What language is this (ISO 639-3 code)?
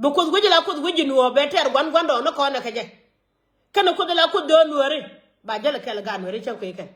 nus